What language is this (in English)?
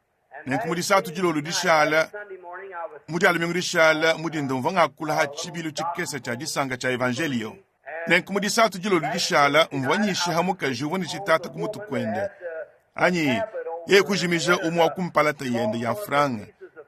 Luba-Lulua